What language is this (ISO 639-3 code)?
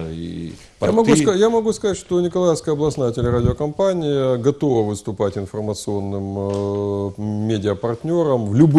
rus